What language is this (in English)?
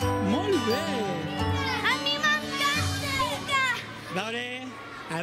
Catalan